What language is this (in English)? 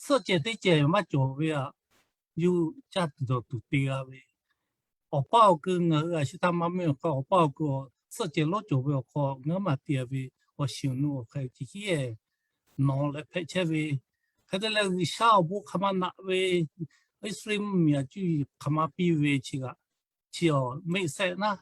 Lahu